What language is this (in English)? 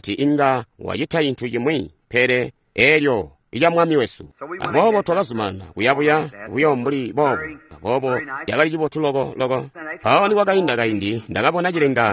Tonga (Zambia)